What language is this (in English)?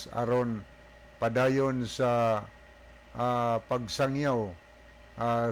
Cebuano